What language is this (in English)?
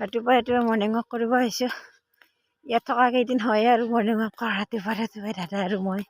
Assamese